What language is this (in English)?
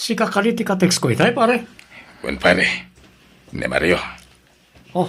Iloko